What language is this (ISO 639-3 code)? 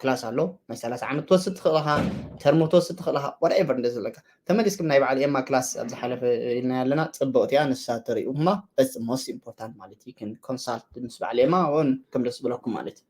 tir